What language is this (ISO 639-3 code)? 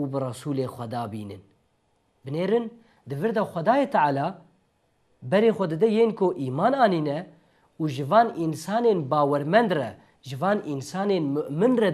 kur